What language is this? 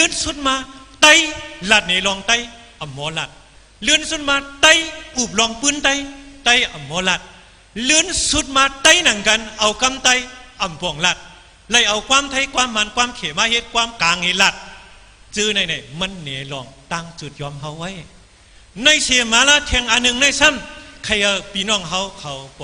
Shan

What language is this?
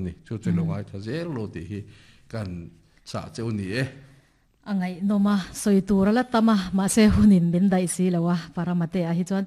Mizo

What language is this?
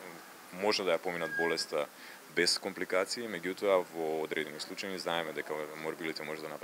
Macedonian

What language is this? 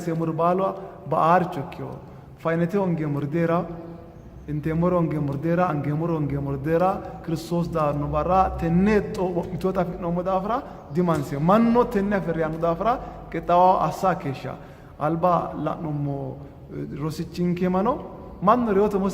Sidamo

